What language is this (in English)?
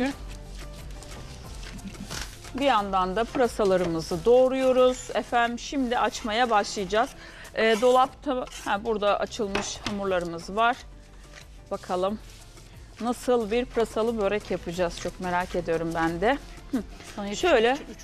Turkish